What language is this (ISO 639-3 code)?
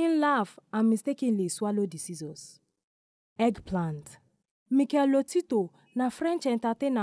pcm